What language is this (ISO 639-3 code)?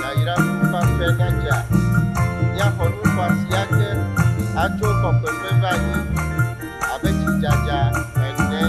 ewe